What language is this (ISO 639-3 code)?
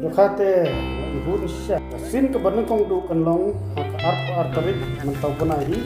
kha